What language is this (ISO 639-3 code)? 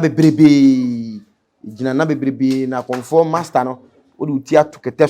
aka